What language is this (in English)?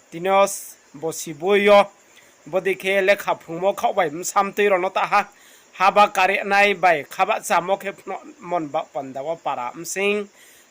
Riang (India)